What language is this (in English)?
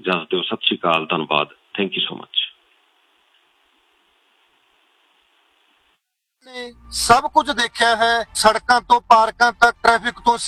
Punjabi